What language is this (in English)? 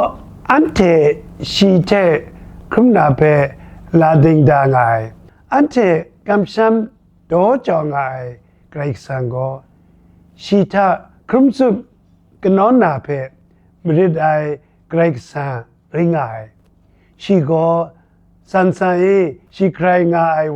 Kachin